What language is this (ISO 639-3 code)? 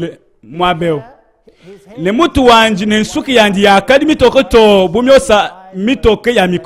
lua